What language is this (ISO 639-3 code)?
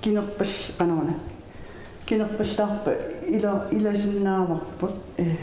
kal